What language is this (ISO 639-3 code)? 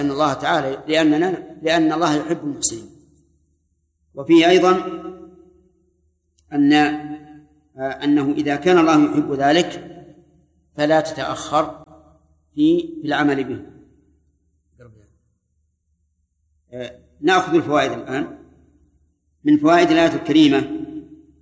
ara